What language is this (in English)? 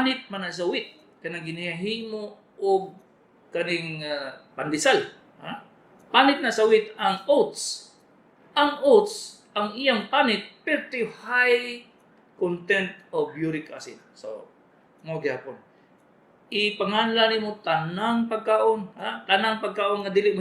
Cebuano